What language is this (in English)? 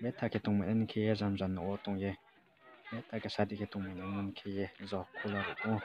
Riang (India)